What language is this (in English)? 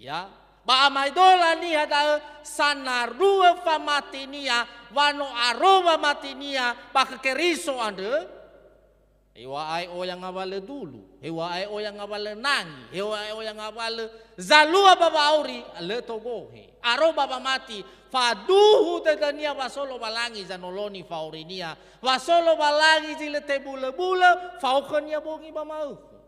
Nias